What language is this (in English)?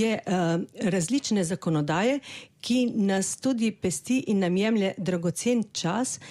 Slovenian